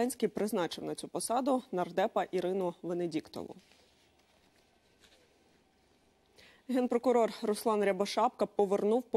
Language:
Ukrainian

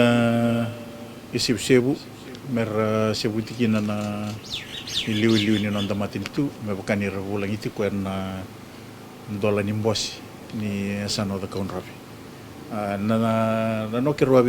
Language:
Fijian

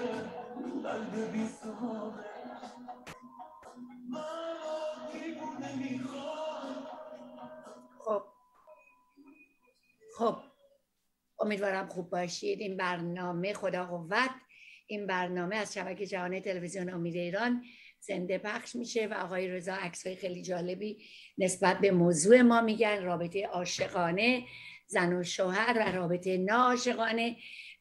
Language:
Persian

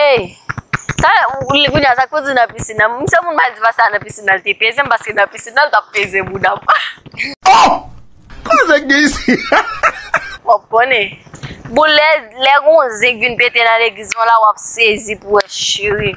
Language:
Haitian Creole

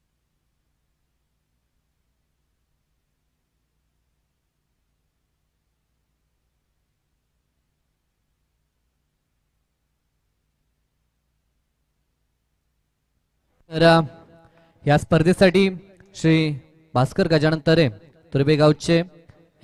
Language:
Marathi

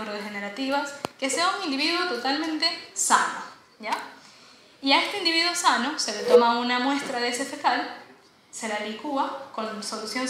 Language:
Spanish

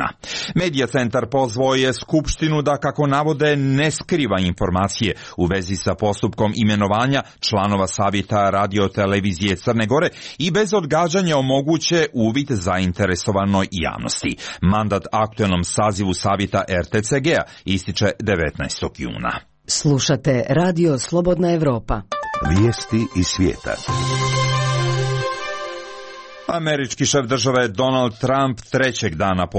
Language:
Serbian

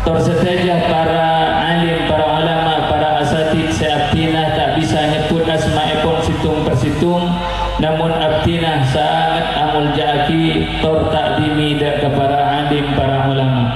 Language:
Madurese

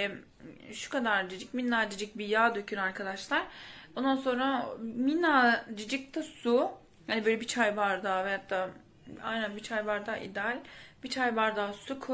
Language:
Turkish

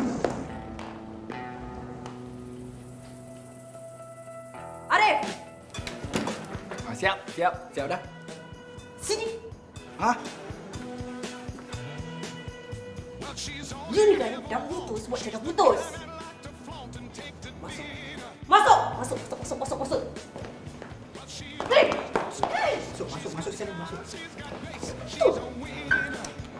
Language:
Malay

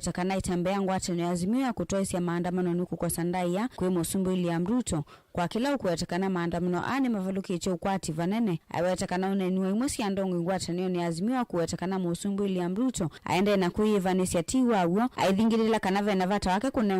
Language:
Kamba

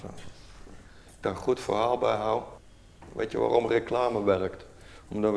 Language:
Dutch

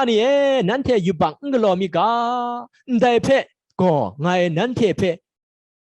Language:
Kachin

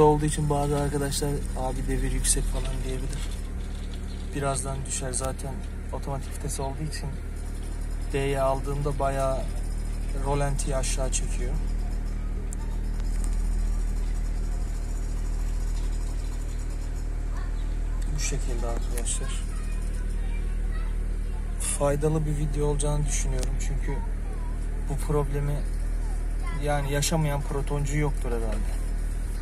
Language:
Turkish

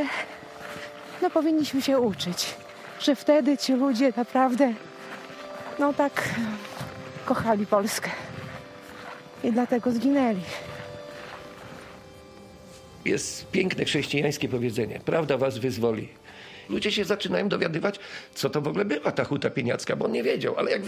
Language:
Polish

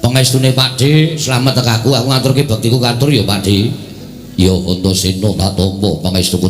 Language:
Javanese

